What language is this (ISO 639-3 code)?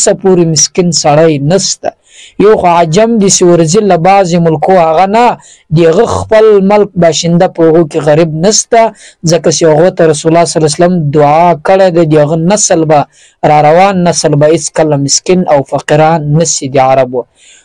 pus